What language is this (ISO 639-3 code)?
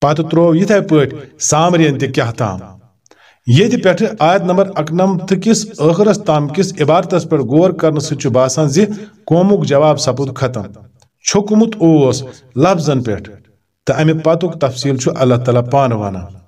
kas